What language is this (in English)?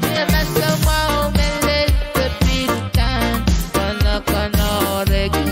Pohnpeian